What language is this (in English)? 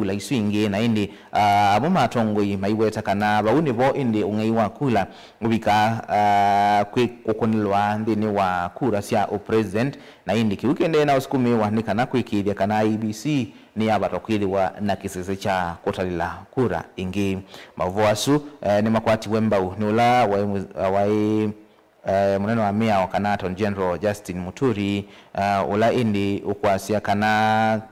Kamba